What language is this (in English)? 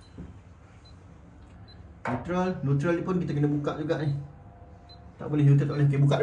Malay